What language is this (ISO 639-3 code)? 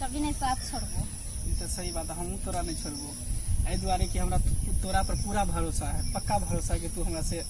mai